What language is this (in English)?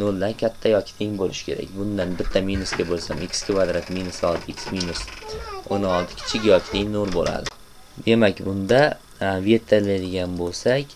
Uzbek